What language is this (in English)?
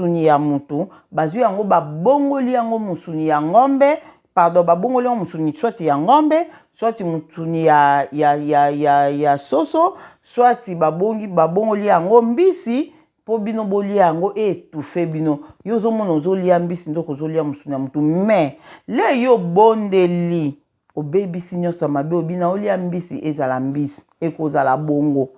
Lingala